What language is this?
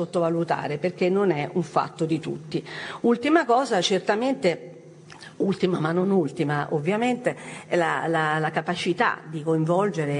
Italian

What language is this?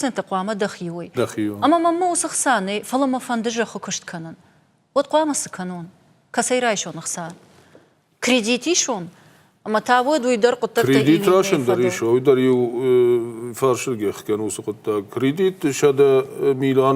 Ossetic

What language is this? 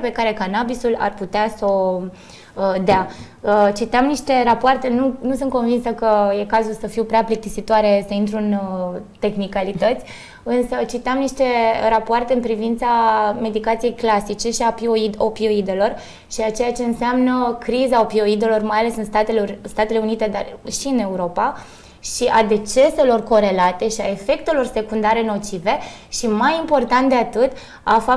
Romanian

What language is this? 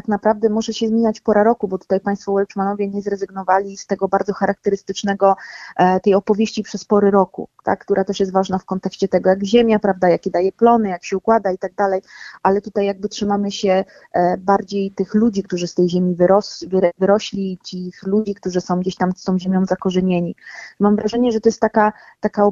Polish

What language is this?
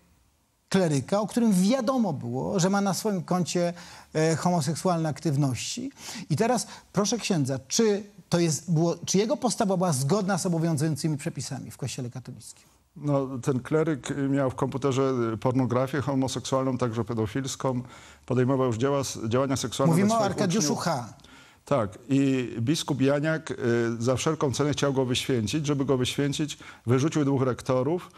Polish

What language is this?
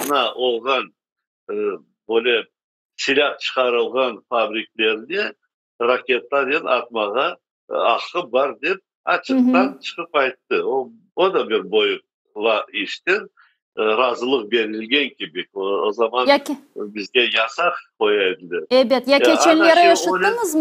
Crimean Tatar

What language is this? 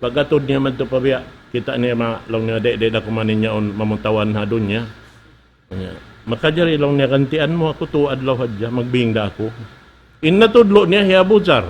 Tausug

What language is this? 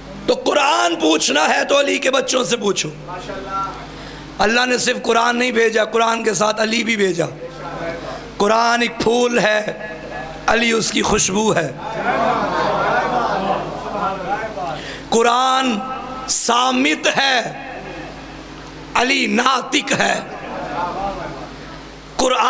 Urdu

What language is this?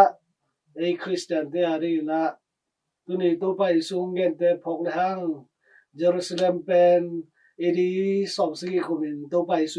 Tedim Chin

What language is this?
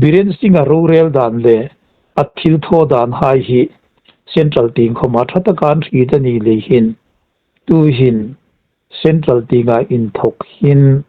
Hmar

